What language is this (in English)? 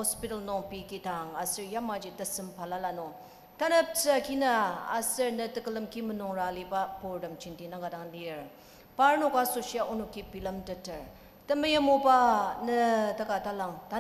Ao Naga